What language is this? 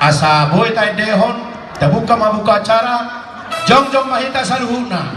Batak Toba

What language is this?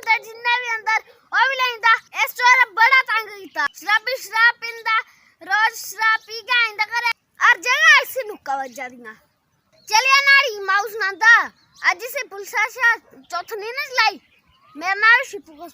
Dogri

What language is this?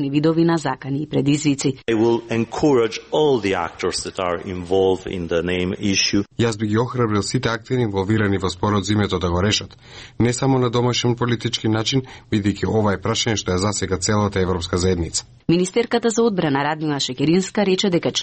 Macedonian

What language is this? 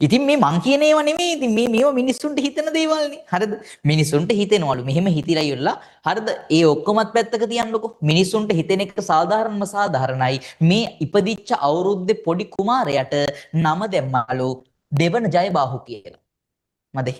Sinhala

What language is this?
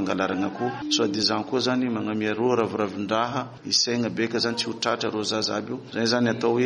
Malagasy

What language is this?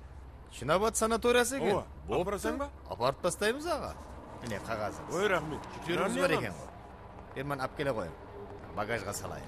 Kara-Kalpak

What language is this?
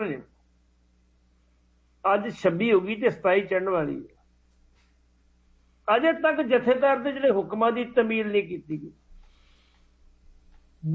Punjabi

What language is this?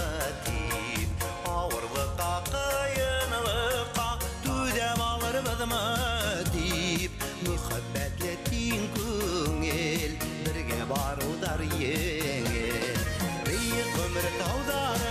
Bashkir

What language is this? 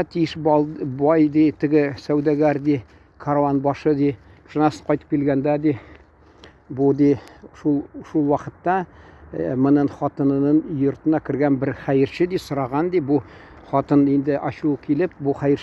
Tatar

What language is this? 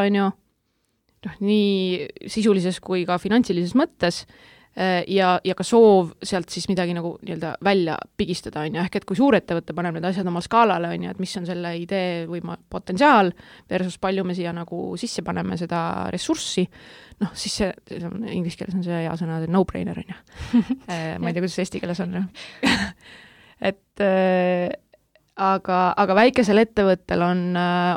Estonian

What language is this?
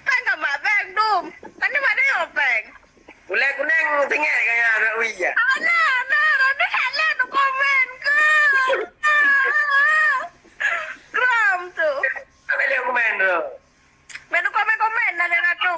Achinese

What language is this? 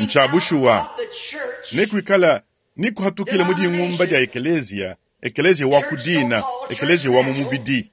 Luba-Lulua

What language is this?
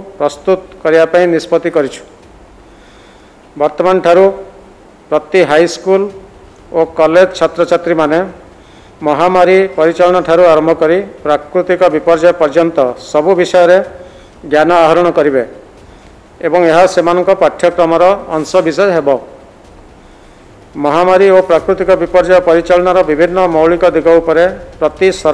Odia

